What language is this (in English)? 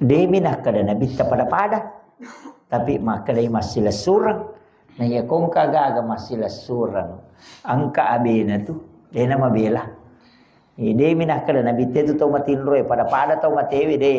Buginese